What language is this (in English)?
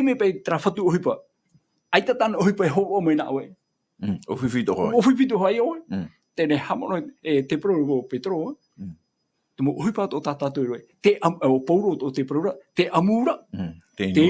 Tahitian